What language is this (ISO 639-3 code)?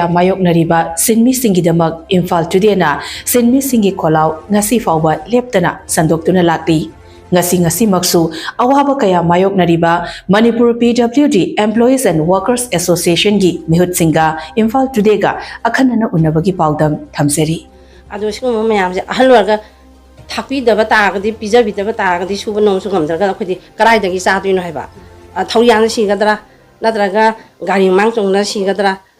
mni